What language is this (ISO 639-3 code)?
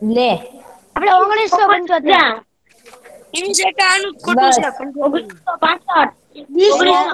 guj